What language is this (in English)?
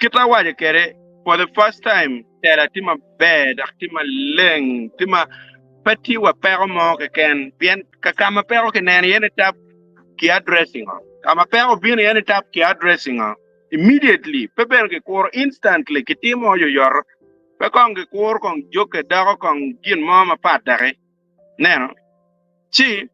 Acoli